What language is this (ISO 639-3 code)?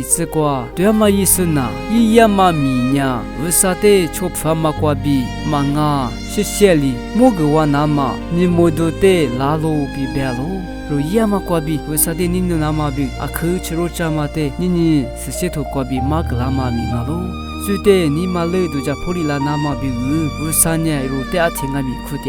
lis